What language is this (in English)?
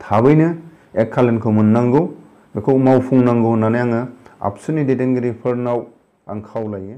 Bodo